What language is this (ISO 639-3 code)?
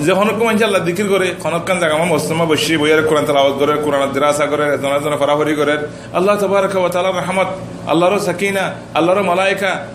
rhg